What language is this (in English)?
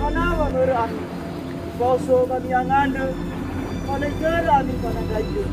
Nias